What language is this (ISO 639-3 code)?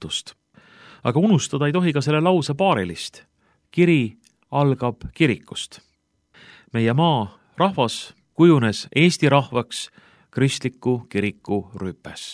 est